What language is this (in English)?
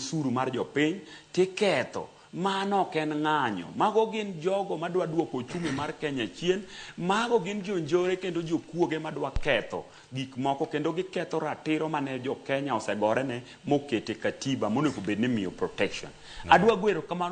Luo (Kenya and Tanzania)